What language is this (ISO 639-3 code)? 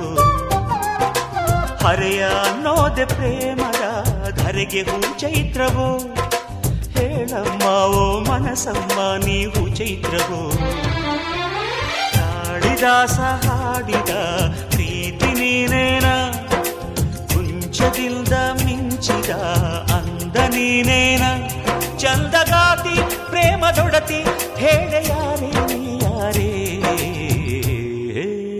kan